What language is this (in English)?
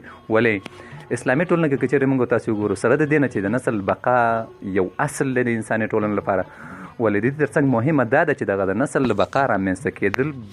Pashto